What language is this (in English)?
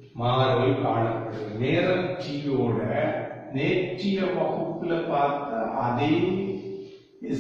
Tamil